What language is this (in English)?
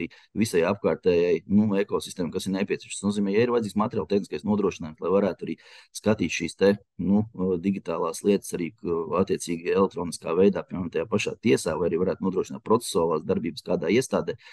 Latvian